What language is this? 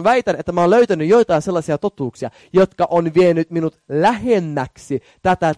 Finnish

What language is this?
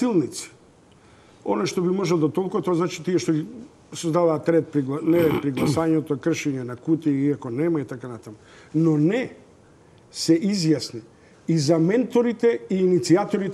Macedonian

